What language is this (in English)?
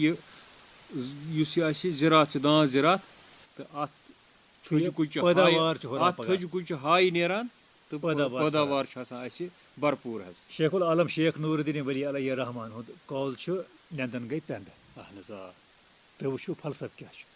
Kashmiri